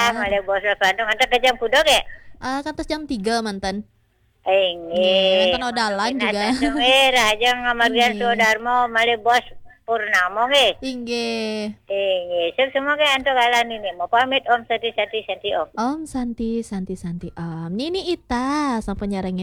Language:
Balinese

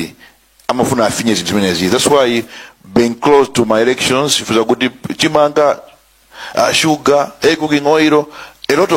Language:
Nyanja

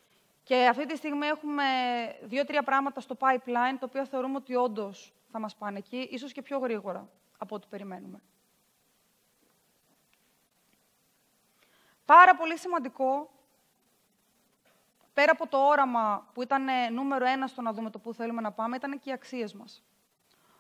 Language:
Greek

